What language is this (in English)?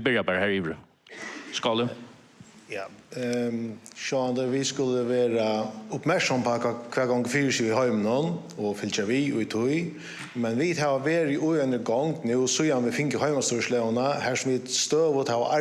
Faroese